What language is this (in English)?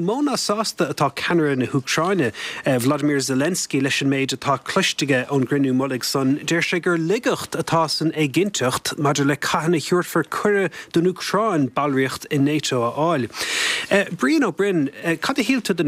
Irish